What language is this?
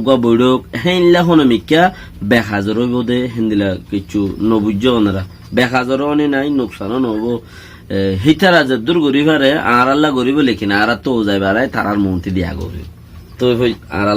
Rohingya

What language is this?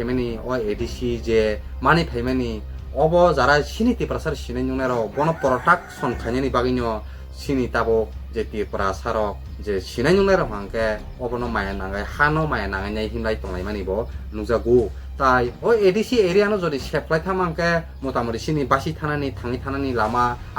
Kok Borok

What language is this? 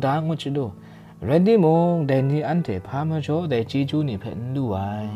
Kachin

